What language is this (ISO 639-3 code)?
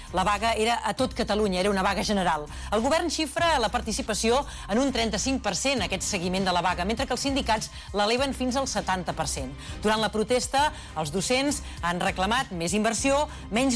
cat